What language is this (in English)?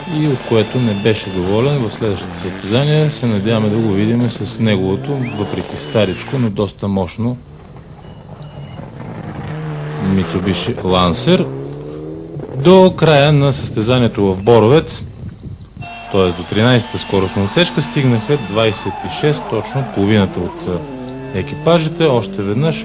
Bulgarian